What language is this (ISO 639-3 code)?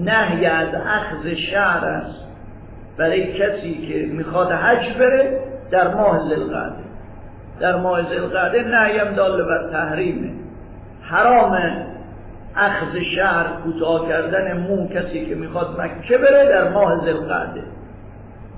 fas